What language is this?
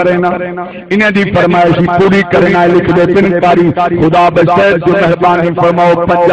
Saraiki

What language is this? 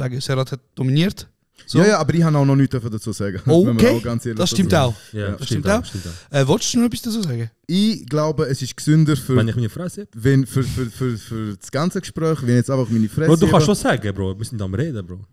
Swiss German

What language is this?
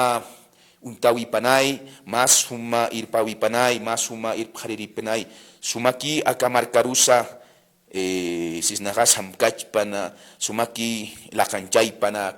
Aymara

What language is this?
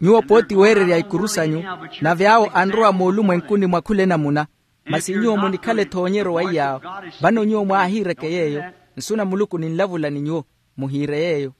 Makhuwa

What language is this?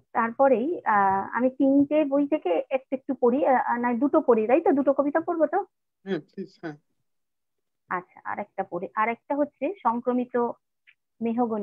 Bangla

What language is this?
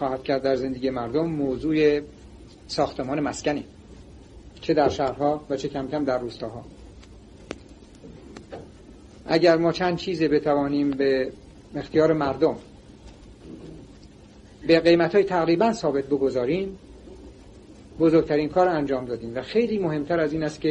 Persian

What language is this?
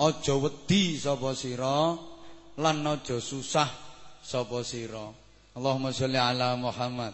Javanese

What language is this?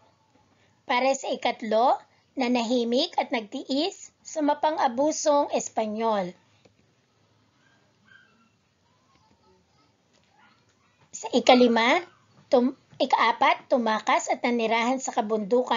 Filipino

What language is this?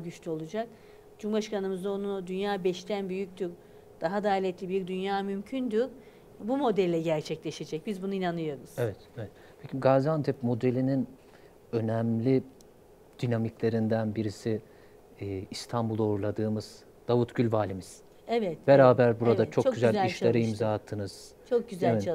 Turkish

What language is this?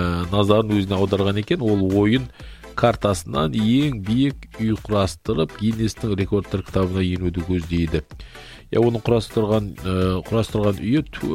Kazakh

